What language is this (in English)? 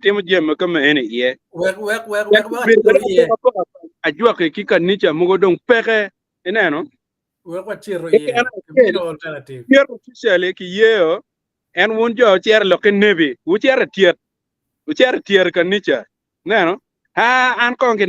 Acoli